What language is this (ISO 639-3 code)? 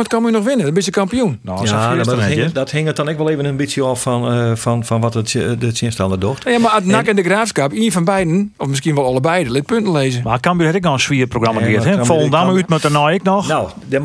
fry